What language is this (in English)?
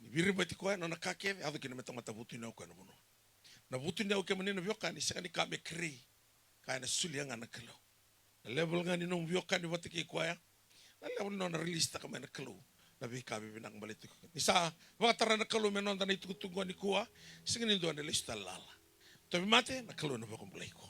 Fijian